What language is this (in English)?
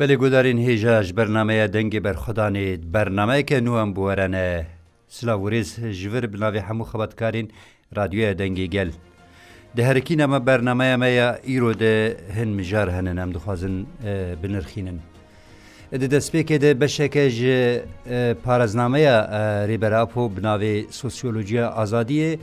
Kurdish